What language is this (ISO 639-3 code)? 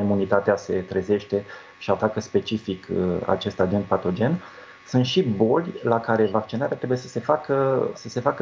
ron